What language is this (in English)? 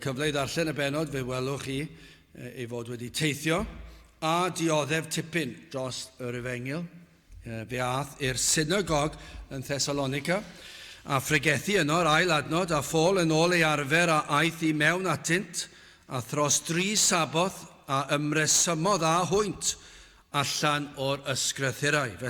Welsh